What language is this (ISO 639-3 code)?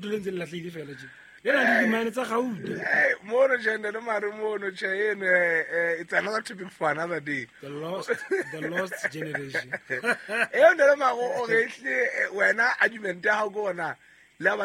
sot